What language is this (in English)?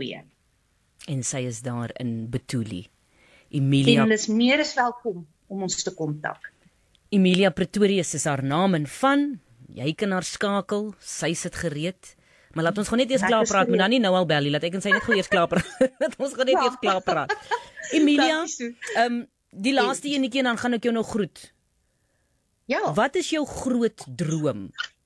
Afrikaans